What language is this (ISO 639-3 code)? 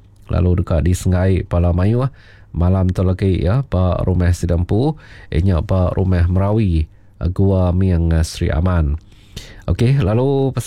iba